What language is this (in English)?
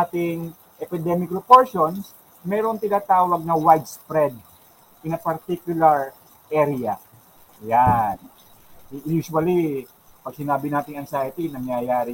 Filipino